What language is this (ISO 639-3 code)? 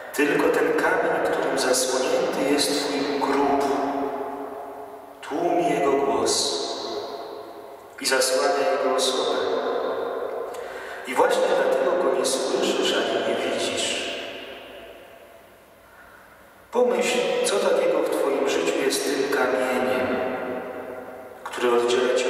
pol